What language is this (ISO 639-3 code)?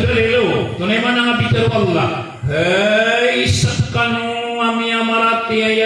mrw